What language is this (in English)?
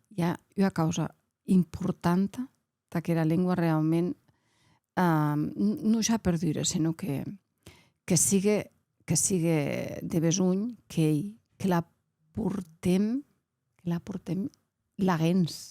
Occitan